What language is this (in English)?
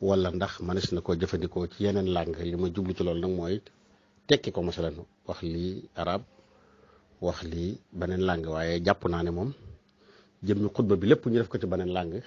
Wolof